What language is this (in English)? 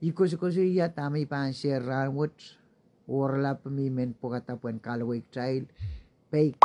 Pohnpeian